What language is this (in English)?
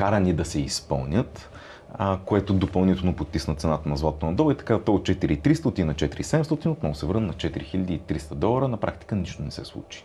Bulgarian